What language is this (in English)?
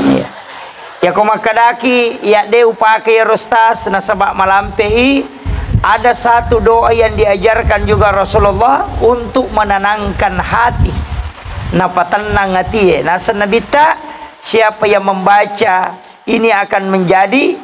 Buginese